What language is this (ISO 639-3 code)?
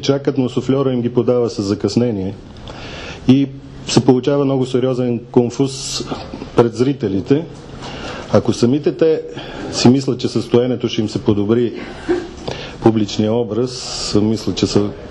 bul